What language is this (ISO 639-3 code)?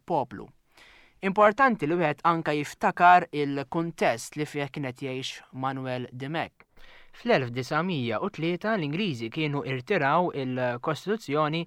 mlt